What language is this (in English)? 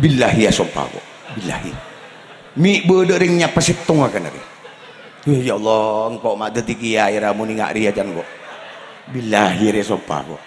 Madurese